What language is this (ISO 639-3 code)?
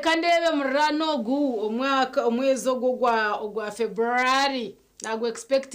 nyn